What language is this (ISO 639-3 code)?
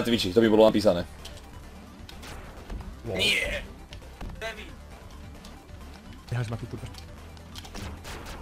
slk